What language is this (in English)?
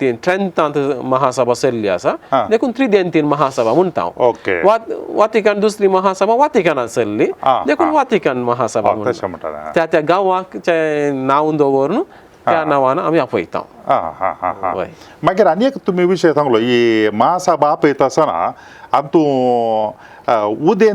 Konkani